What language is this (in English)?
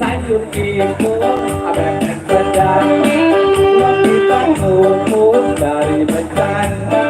Betawi